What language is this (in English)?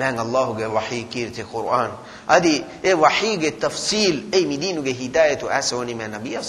Divehi